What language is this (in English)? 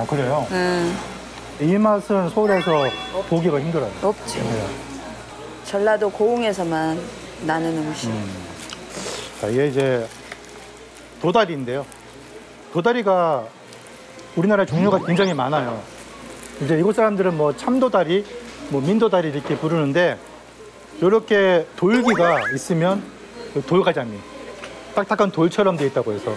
Korean